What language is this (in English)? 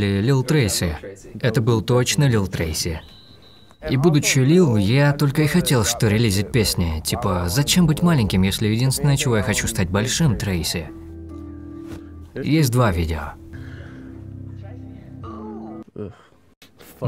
Russian